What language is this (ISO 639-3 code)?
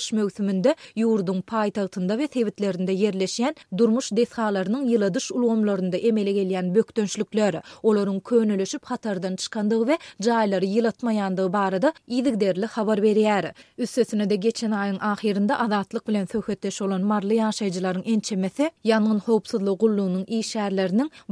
tuk